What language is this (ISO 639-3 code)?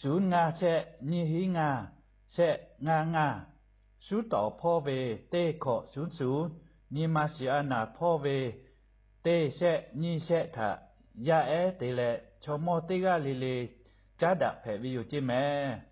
lhu